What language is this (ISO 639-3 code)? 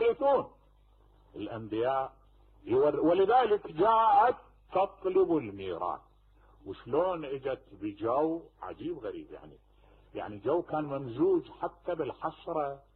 acm